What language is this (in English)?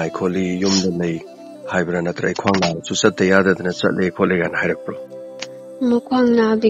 Manipuri